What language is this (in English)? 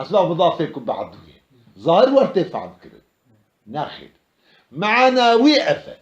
Kurdish